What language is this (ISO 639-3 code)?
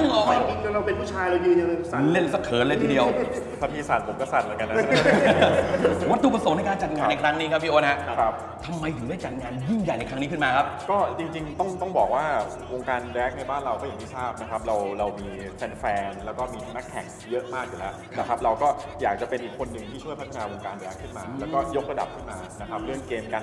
tha